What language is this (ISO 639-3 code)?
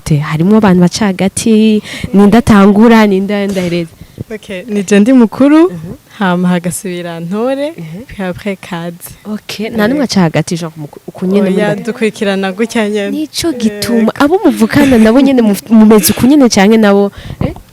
run